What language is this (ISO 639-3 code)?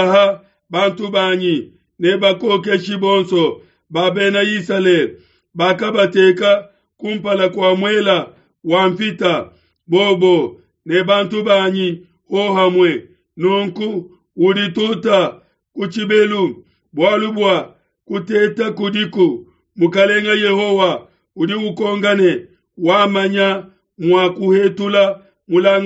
lua